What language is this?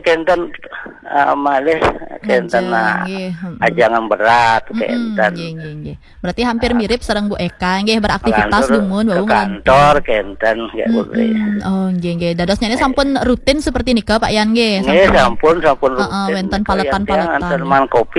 Balinese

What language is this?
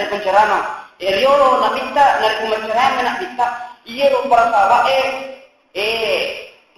Buginese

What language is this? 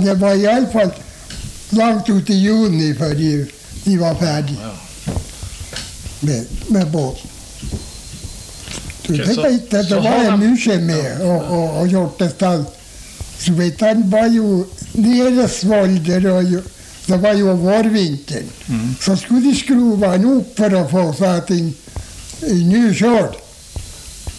Norwegian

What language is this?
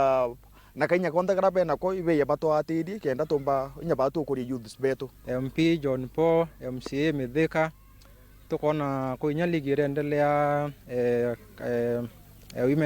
Meru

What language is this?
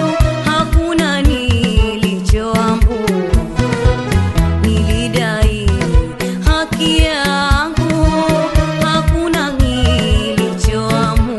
Swahili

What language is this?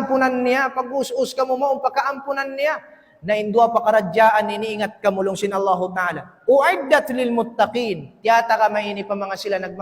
Tausug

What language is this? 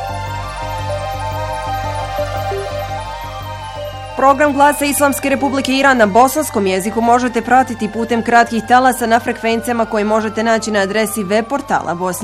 Bosnian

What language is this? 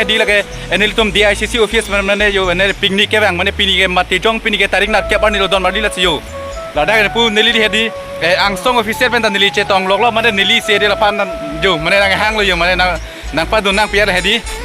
Karbi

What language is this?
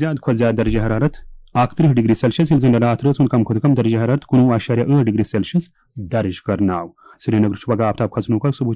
Kashmiri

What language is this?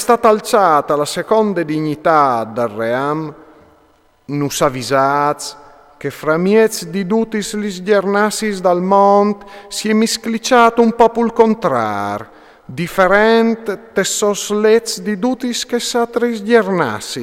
Friulian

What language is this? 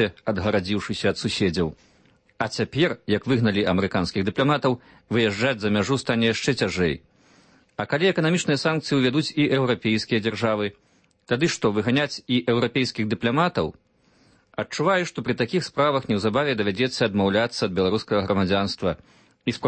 Belarusian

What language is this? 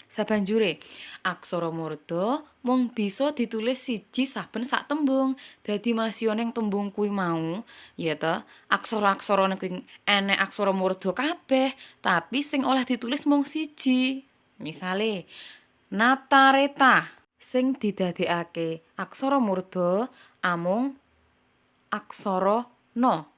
Javanese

